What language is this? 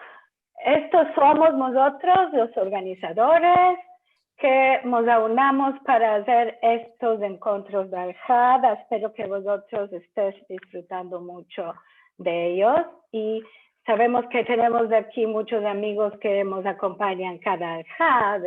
Ladino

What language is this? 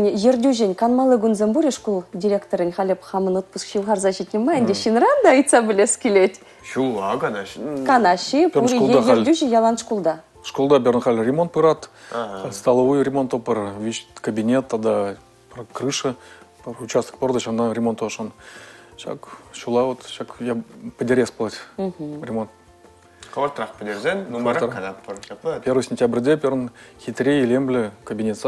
Chuvash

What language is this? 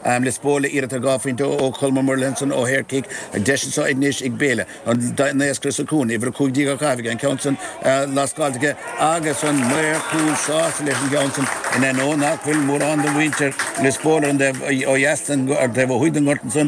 Irish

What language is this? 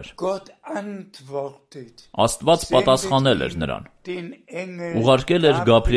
Armenian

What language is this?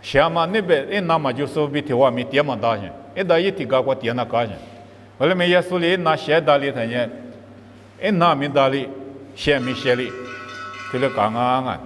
Lisu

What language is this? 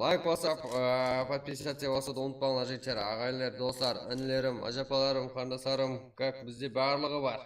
Kara-Kalpak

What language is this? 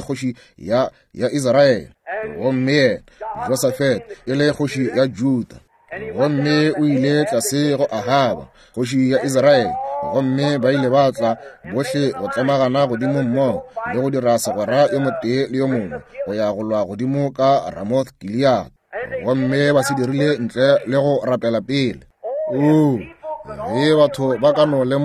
Northern Sotho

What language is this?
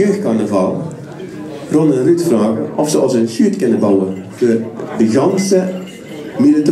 Limburgish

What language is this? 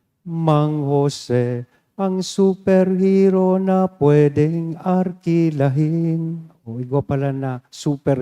Bikol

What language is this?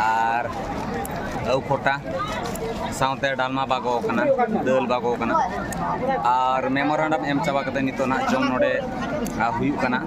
Santali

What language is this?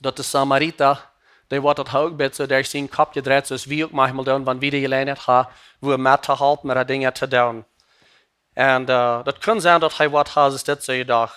Plautdietsch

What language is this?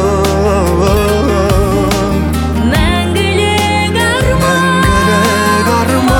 Kazakh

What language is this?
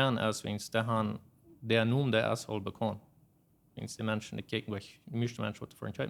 Plautdietsch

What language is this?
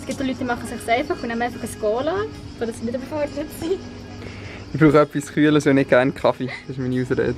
Swiss German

